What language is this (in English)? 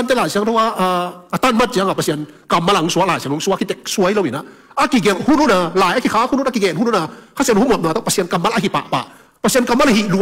Tedim Chin